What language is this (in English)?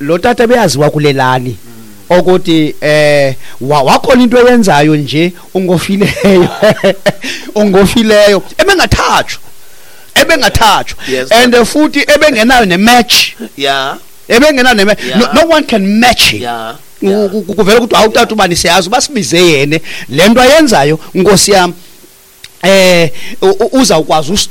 Xhosa